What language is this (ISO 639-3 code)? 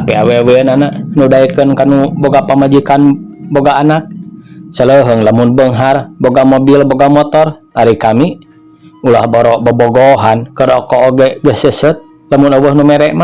sun